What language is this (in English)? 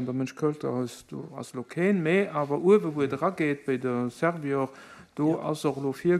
Luxembourgish